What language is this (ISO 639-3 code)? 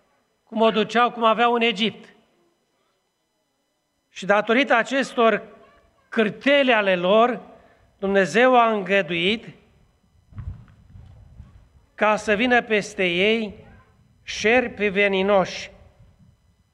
ron